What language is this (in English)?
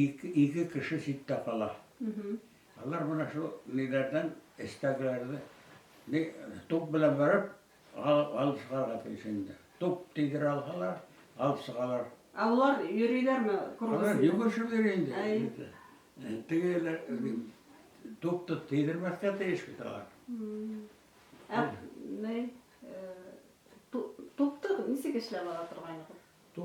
Bashkir